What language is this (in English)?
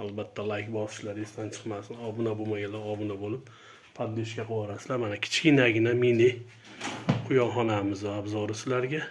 Uzbek